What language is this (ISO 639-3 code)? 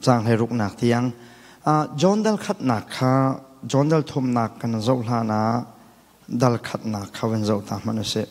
cnh